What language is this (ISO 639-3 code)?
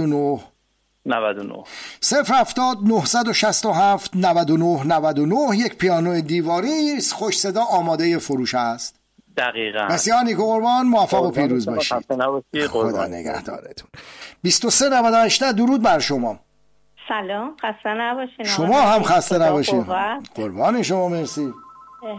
fas